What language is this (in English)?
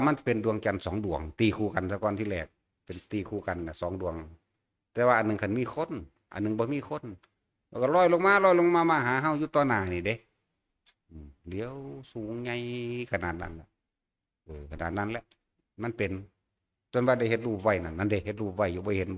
Northeastern Thai